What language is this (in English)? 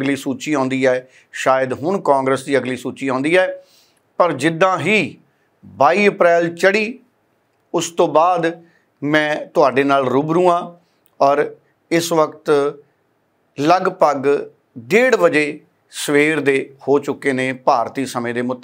Punjabi